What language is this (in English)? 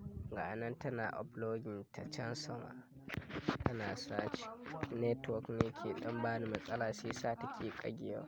Hausa